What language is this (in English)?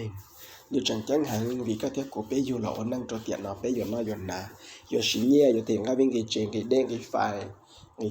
Hmong